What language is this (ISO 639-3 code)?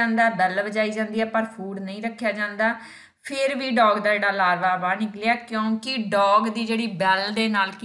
pan